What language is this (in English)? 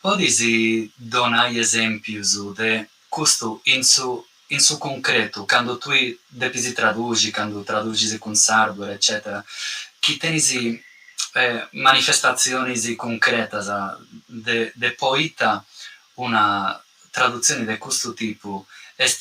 Sardinian